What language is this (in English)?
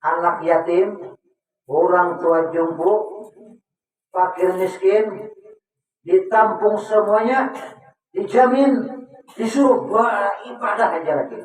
Banjar